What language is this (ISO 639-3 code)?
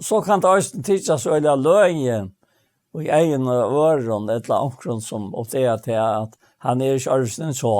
fao